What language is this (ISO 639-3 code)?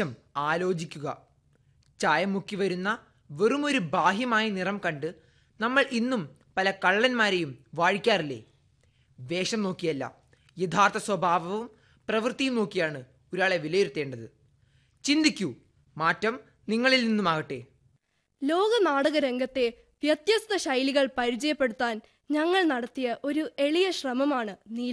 mal